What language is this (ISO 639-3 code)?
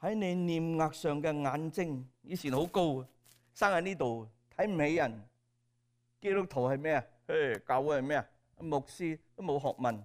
yue